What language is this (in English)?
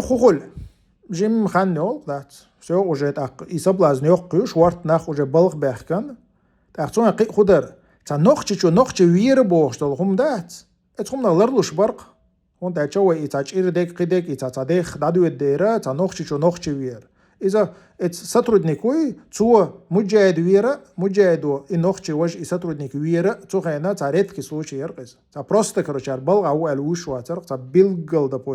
Chechen